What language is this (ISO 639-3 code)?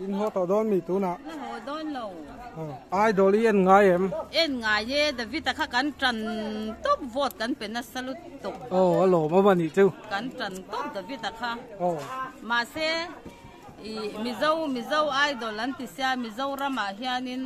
lus